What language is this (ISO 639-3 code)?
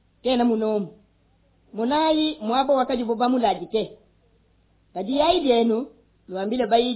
lua